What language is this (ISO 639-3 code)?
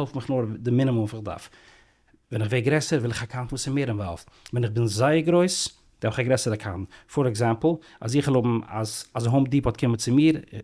yid